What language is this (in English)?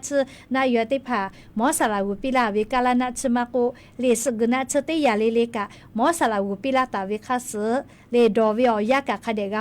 Lahu